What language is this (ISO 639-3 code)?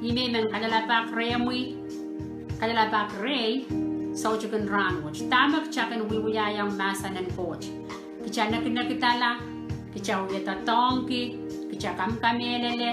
pon